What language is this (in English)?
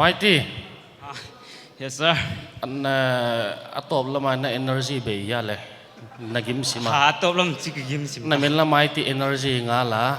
Paite Chin